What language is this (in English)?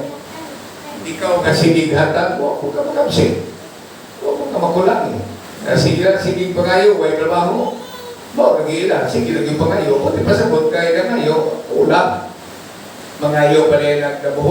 Cebuano